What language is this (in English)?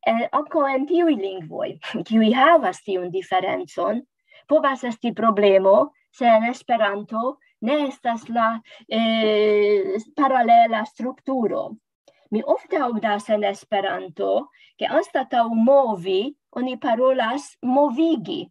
Esperanto